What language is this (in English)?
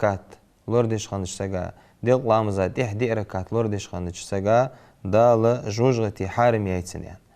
Ingush